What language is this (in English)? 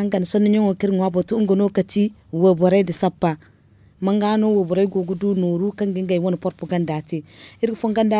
Zarma